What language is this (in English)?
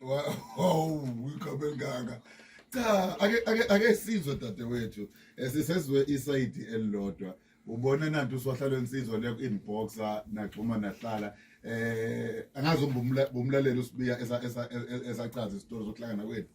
Zulu